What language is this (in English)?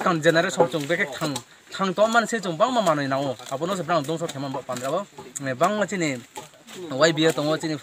Riang (India)